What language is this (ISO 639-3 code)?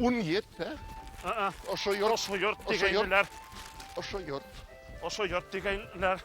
bak